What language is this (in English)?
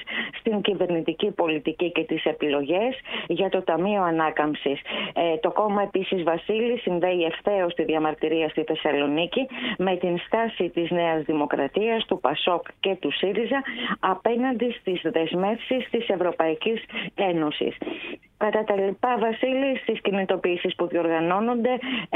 Greek